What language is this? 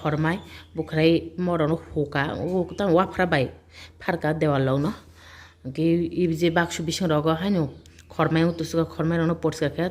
Kok Borok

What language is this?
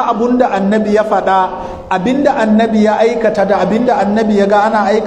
Hausa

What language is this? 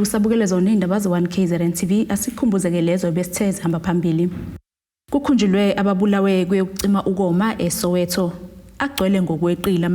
Zulu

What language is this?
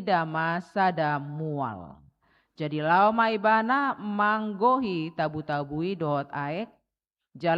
Batak Toba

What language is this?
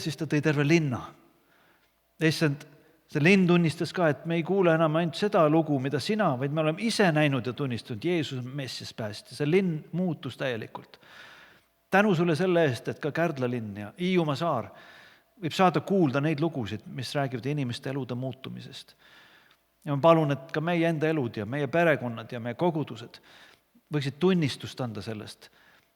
Estonian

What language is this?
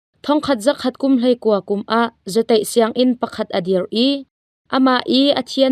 Hakha Chin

